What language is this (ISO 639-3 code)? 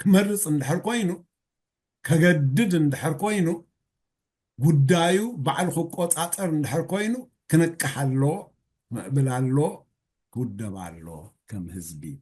tir